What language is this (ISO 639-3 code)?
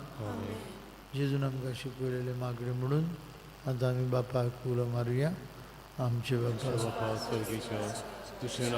kok